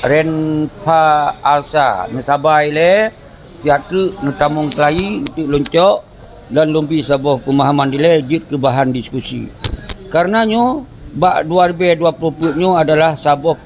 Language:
Achinese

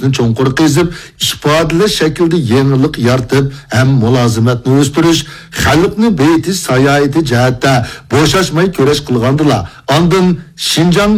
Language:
Uyghur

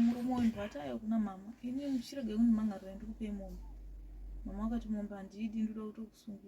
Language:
Shona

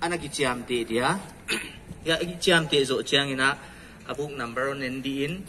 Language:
Paite Chin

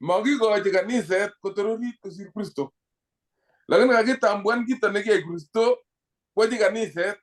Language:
Kalenjin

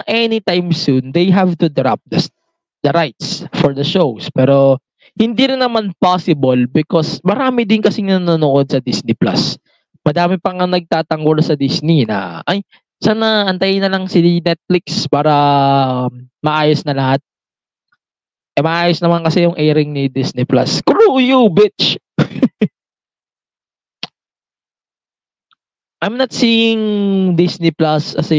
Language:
Filipino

